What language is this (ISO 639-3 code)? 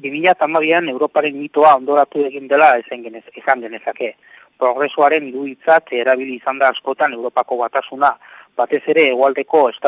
eus